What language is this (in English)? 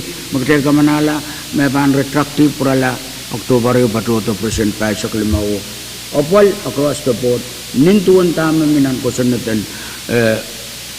Pohnpeian